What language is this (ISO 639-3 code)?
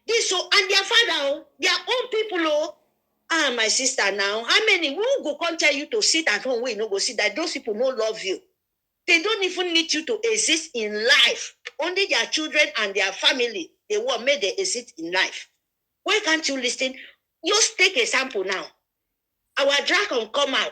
pcm